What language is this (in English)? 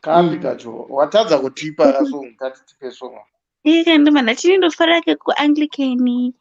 Shona